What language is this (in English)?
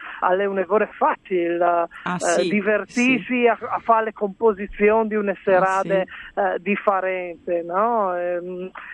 Friulian